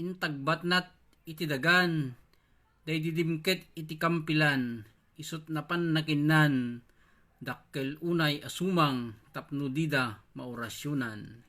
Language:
Iloko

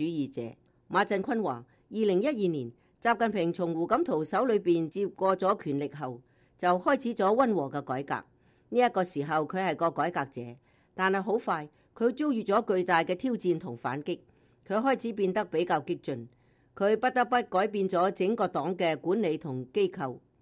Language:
Cantonese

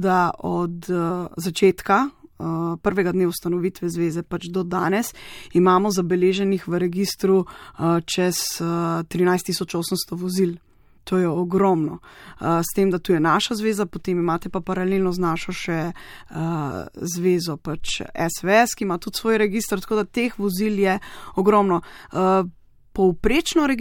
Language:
Slovenian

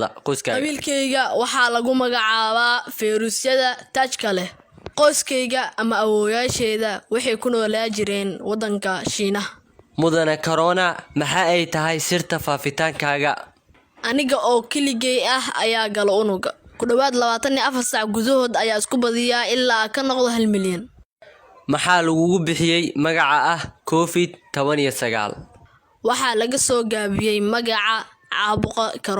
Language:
Somali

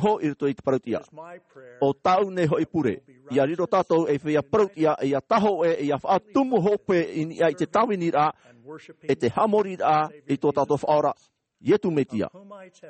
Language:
Tahitian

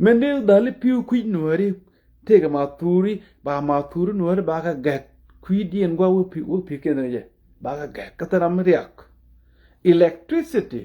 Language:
Nuer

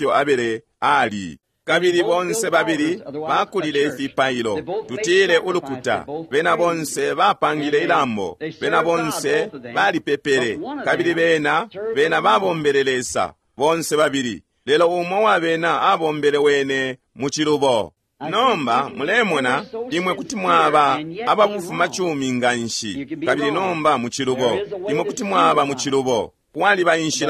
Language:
Bemba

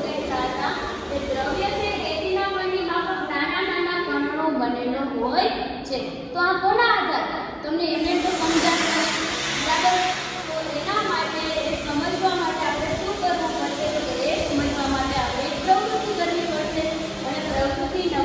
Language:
Gujarati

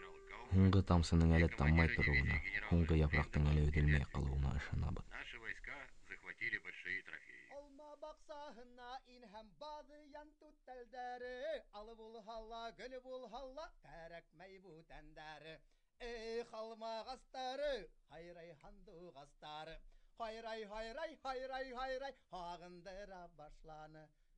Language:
Bashkir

